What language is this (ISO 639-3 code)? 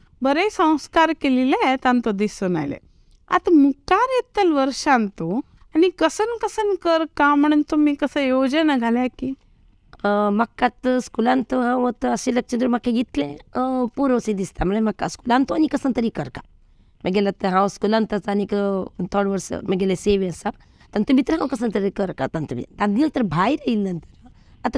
kok